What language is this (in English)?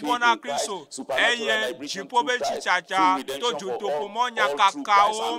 Ewe